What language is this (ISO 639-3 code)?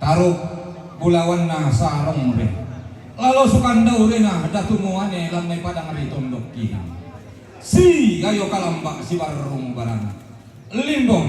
sda